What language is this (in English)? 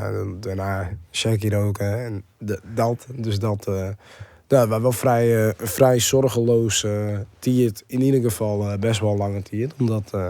Western Frisian